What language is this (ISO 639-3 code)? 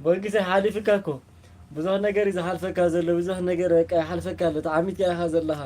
tir